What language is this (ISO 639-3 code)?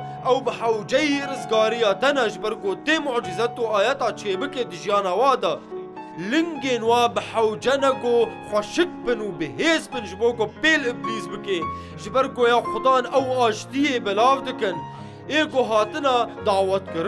kur